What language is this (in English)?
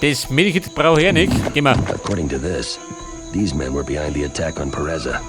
Bavarian